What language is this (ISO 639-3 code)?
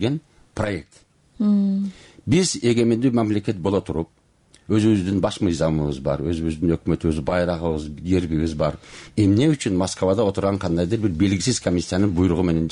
kir